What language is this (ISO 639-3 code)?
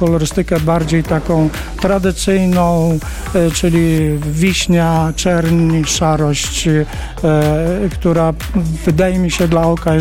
pol